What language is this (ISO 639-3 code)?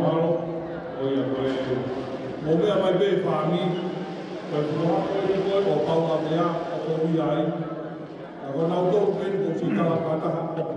ton